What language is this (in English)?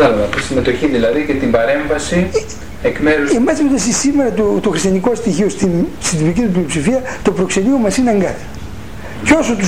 Greek